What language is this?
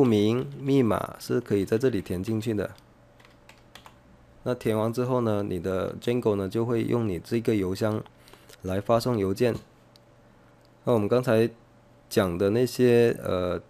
Chinese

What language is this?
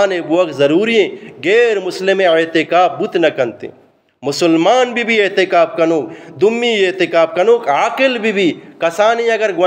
Eastern Balochi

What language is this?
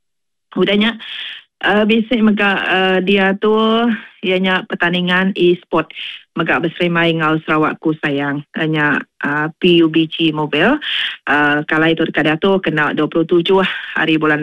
Malay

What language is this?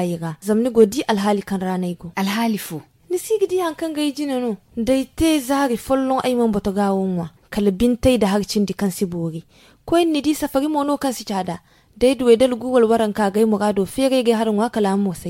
Zarma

